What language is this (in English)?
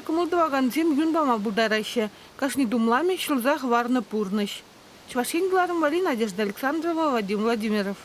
Chuvash